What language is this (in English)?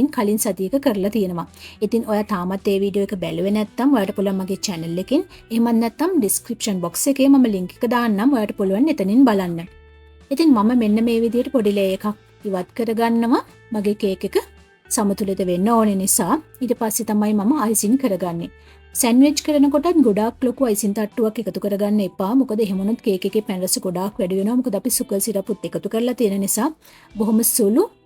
Sinhala